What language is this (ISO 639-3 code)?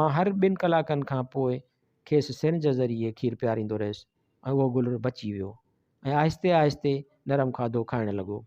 snd